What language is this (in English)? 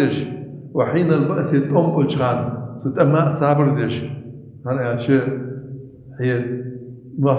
Ingush